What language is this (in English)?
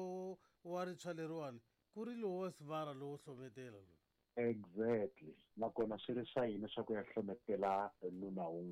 Tsonga